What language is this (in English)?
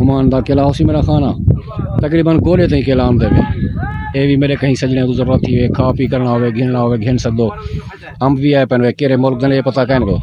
Saraiki